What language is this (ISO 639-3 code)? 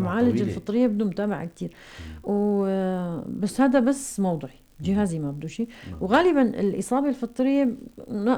apc